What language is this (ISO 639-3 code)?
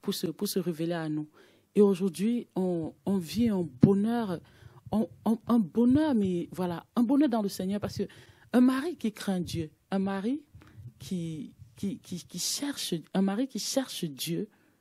fra